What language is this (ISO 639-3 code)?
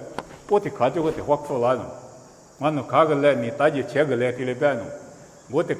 lis